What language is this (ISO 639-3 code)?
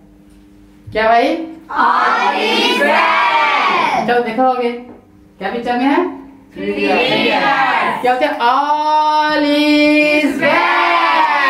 hin